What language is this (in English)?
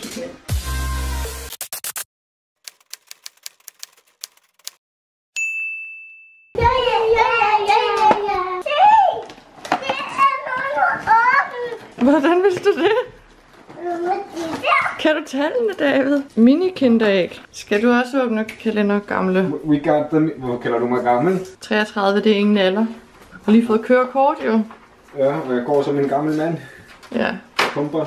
Danish